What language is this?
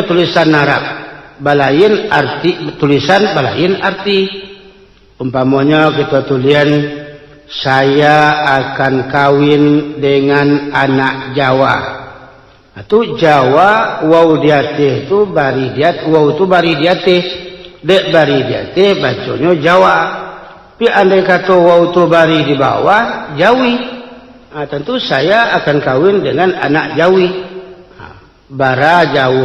Minangkabau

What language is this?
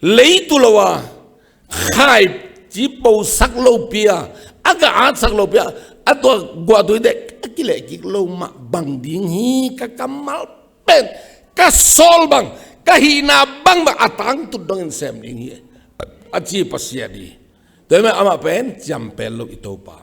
Tedim Chin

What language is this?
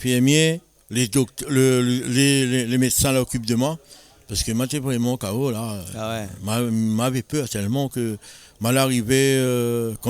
Réunion Creole French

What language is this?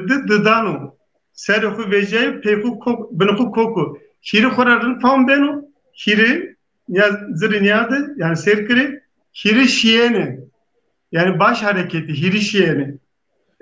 Zaza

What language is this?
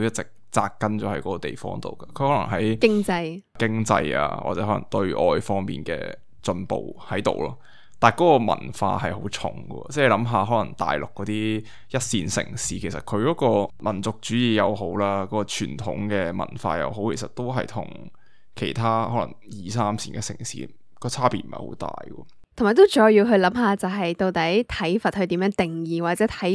Cantonese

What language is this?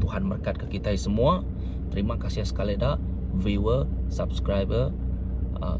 Iban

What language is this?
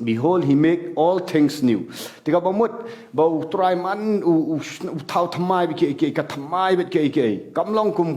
Khasi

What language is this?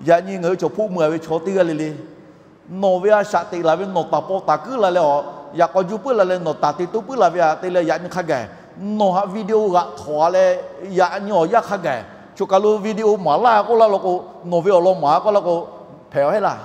Lahu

